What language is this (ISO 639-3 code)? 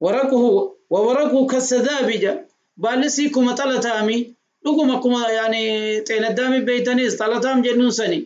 orm